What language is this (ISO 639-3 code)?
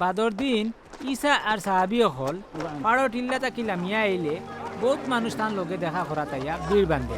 syl